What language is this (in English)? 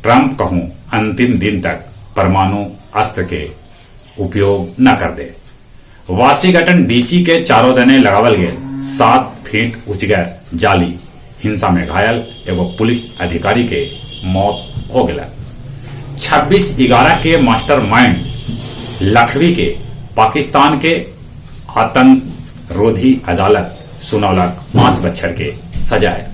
Magahi